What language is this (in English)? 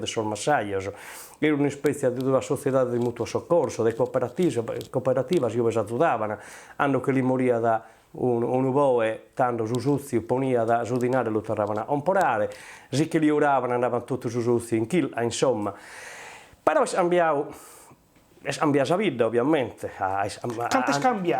Sardinian